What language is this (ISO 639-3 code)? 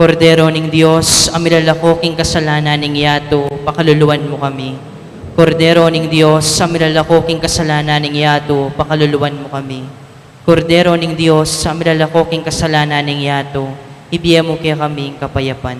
pam